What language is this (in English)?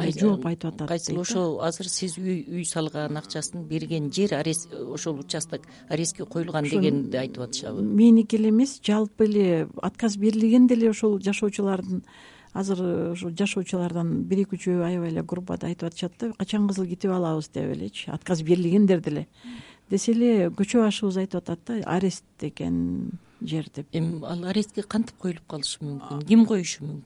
Kyrgyz